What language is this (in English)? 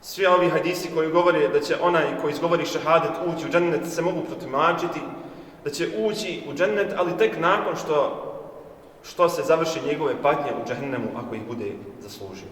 Bosnian